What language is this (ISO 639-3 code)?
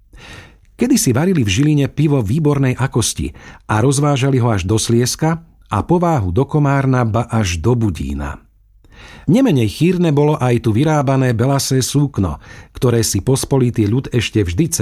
slk